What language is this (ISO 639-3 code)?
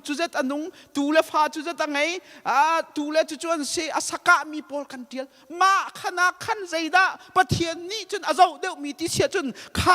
cnh